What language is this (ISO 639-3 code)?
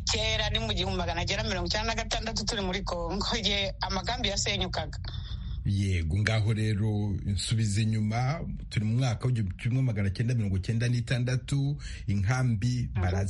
kin